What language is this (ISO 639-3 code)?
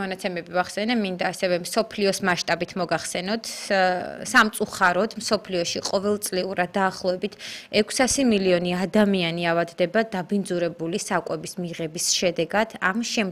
kat